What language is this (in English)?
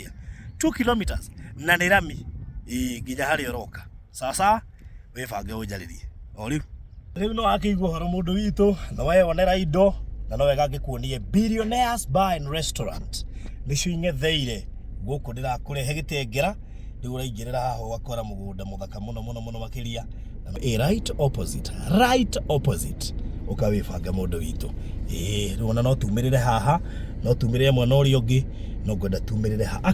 Kikuyu